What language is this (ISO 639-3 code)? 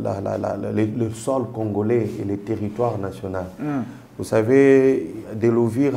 fra